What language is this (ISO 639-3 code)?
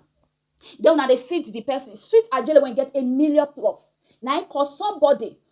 pcm